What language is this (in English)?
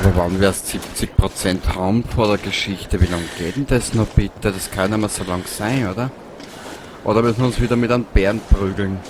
Bavarian